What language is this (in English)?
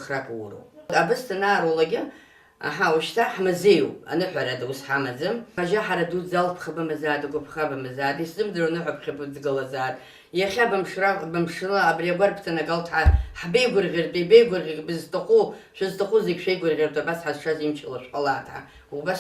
Abkhazian